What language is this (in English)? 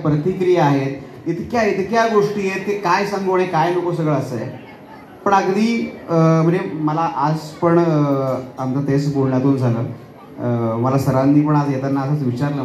Marathi